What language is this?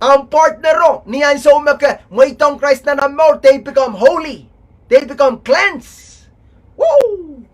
Pohnpeian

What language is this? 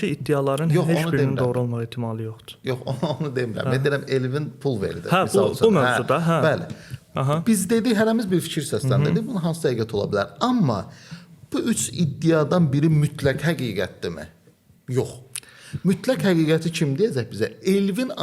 Azerbaijani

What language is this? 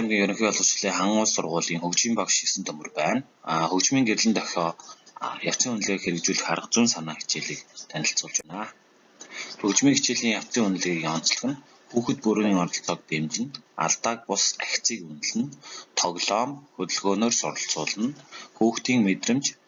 Mongolian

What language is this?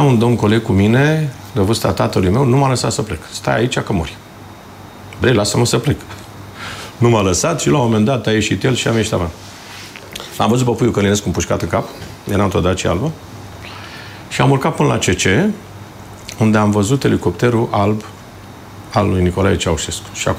Romanian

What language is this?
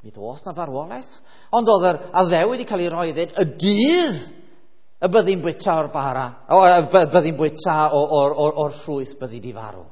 Welsh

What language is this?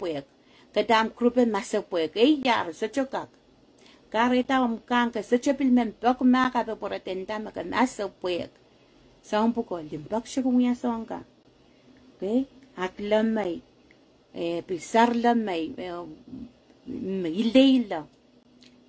Pohnpeian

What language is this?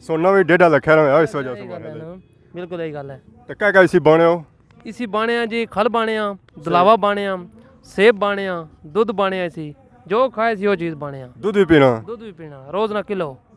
Pahari-Potwari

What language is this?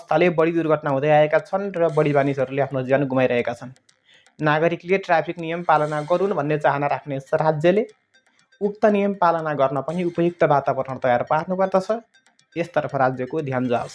Nepali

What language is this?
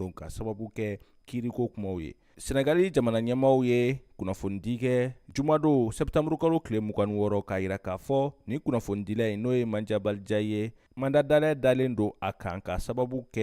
Bambara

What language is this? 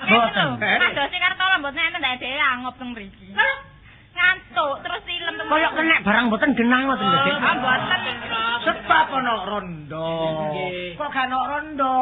Javanese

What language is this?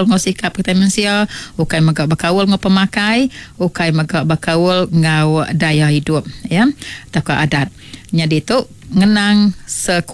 Iban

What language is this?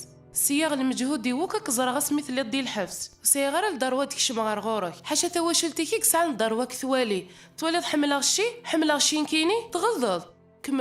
Kabyle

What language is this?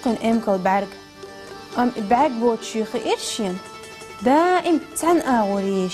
Chechen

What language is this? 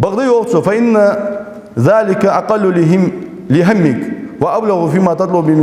Ingush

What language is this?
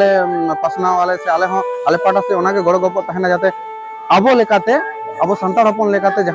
Santali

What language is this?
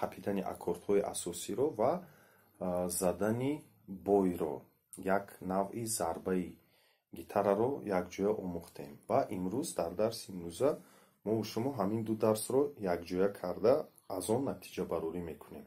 Tajik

